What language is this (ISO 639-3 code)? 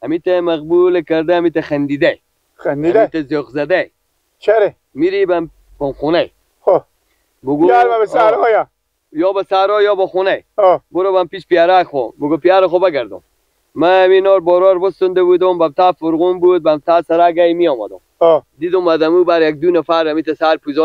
fas